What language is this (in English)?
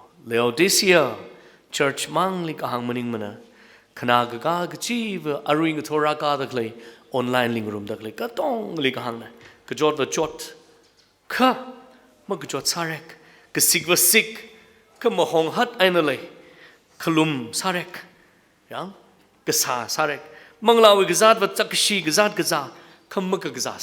Tangkhul Naga (India)